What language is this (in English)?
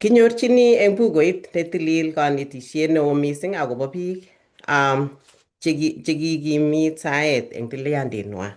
Kalenjin